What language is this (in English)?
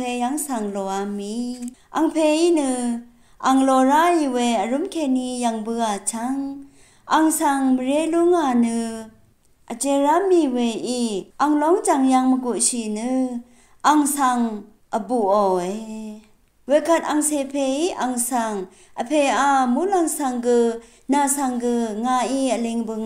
Rawang